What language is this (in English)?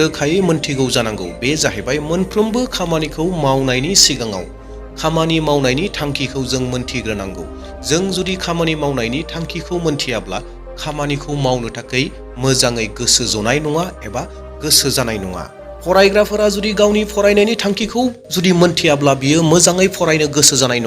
Bodo